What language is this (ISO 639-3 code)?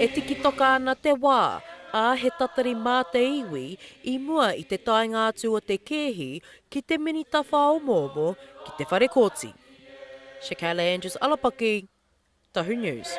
mri